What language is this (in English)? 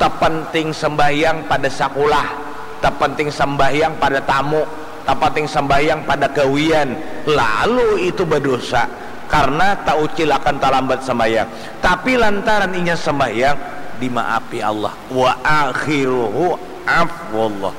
Banjar